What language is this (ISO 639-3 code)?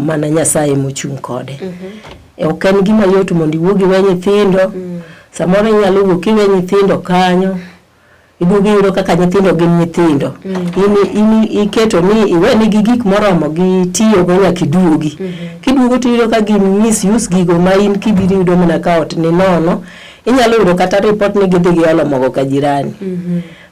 luo